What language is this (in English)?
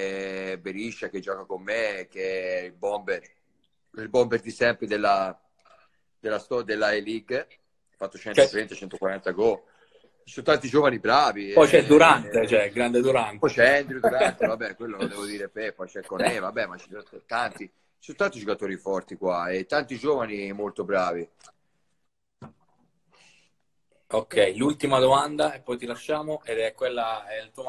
Italian